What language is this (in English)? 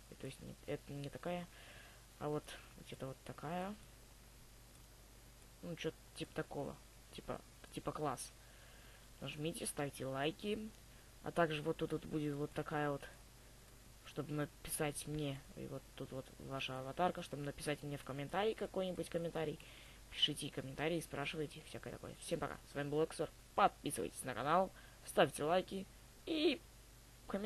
Russian